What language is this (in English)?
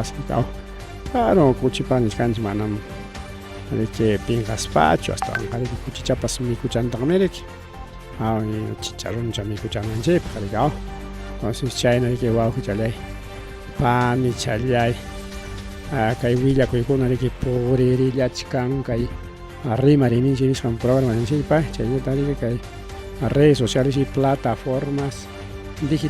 Ayacucho Quechua